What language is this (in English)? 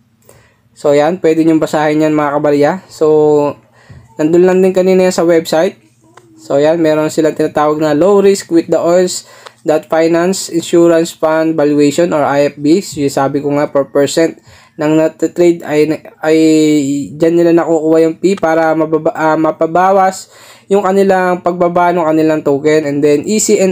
Filipino